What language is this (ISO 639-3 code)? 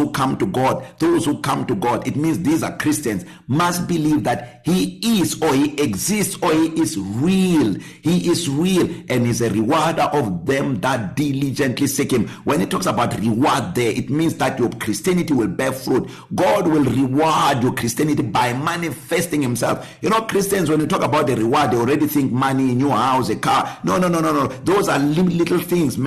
eng